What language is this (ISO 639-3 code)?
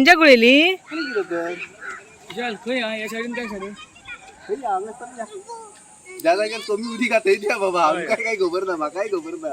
kok